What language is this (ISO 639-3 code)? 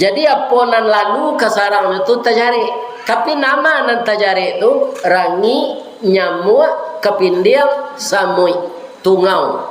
min